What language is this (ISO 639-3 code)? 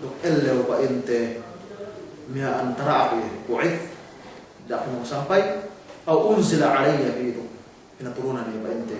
yka